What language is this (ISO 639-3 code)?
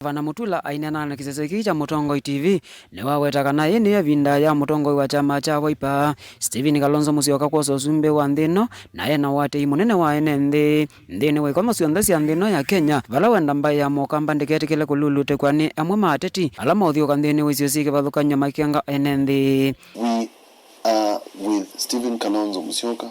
kam